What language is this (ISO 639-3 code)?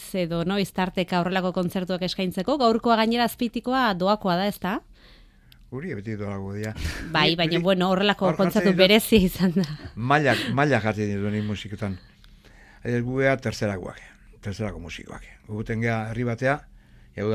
eus